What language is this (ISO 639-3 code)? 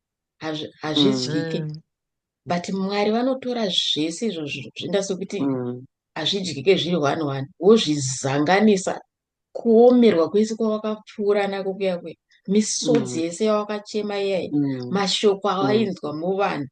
sna